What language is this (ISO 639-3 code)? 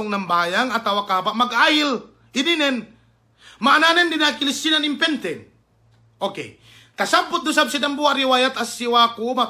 yka